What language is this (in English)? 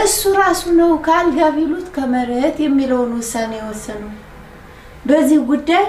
Amharic